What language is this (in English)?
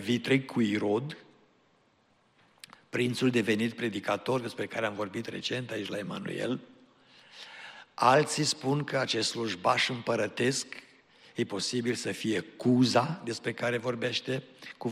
Romanian